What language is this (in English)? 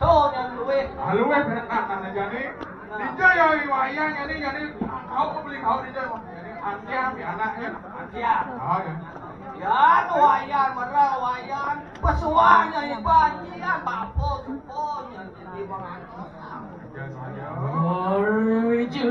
Balinese